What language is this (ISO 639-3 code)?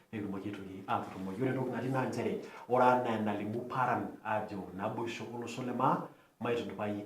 mas